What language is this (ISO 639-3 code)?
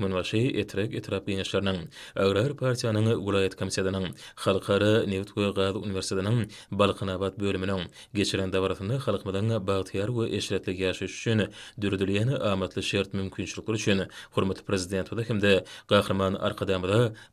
tuk